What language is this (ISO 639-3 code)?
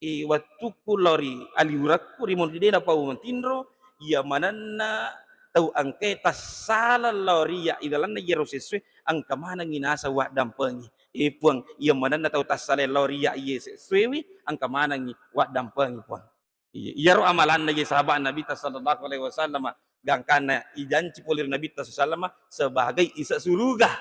bug